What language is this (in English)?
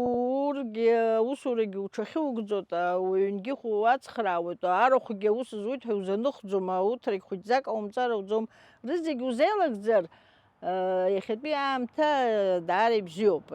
Abkhazian